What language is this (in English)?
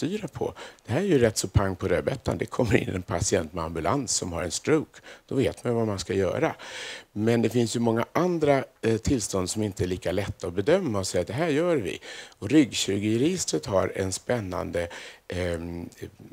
Swedish